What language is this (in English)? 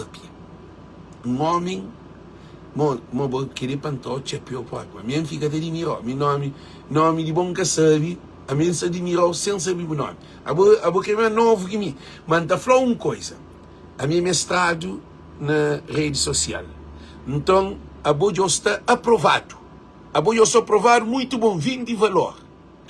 Kabuverdianu